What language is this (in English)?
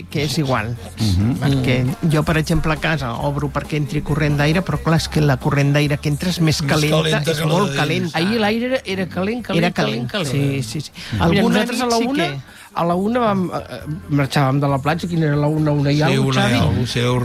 Catalan